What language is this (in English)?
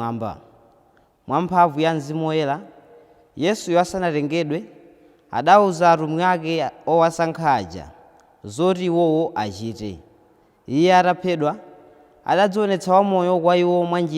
Nyanja